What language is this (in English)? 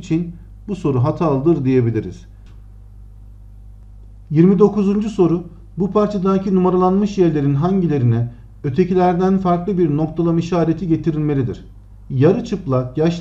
Turkish